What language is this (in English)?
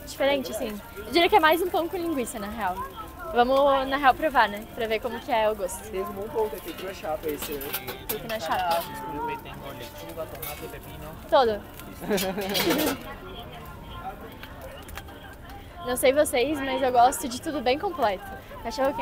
Portuguese